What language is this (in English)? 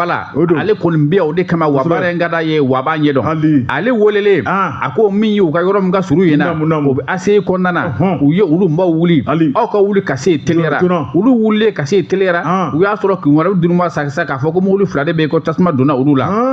Bambara